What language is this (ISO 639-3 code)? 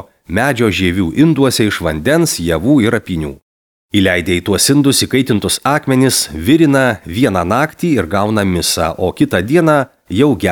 lit